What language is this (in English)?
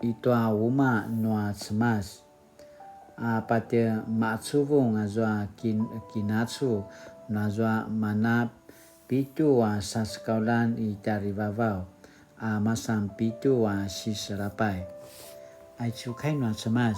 Paiwan